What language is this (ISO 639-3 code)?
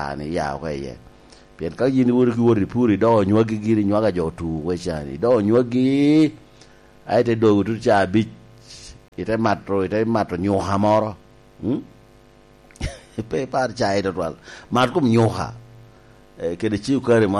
laj